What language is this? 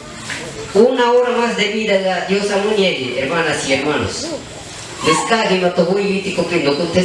Shipibo-Conibo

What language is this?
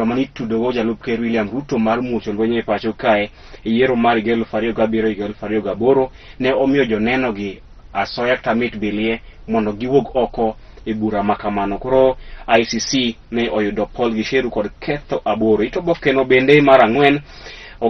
Luo (Kenya and Tanzania)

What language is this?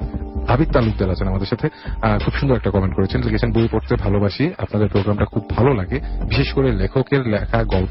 Bangla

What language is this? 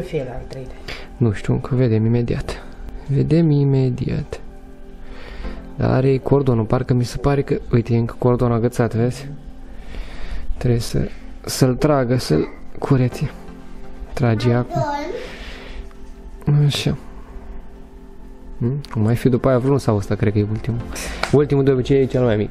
Romanian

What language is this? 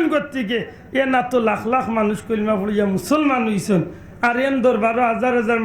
Sylheti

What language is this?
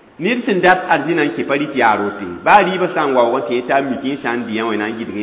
Mossi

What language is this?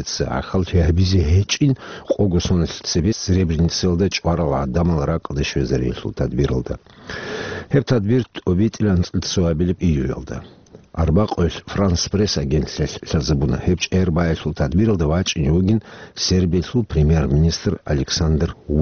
Avaric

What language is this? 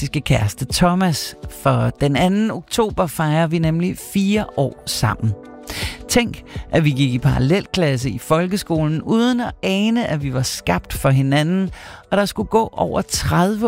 Danish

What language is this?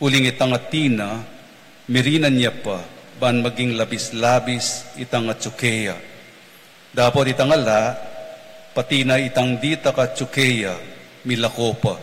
Pampanga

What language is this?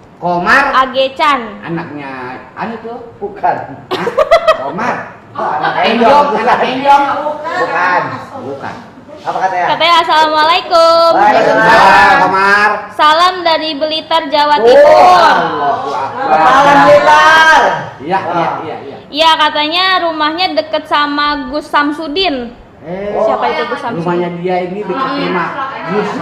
Betawi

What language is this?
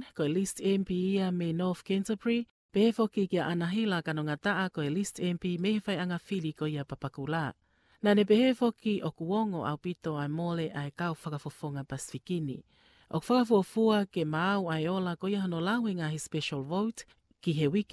Tongan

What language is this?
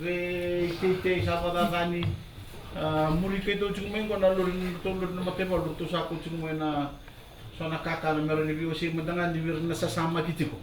Fijian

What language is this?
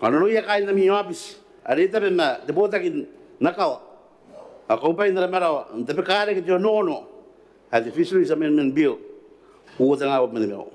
Gilbertese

